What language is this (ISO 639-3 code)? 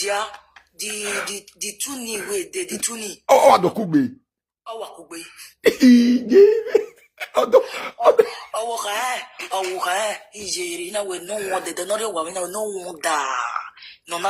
pcm